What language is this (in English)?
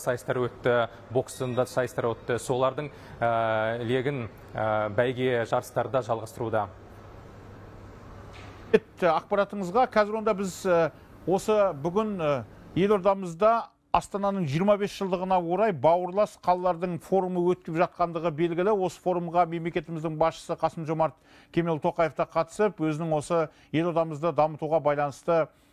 Kazakh